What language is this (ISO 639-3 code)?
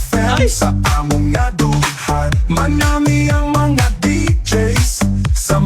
hil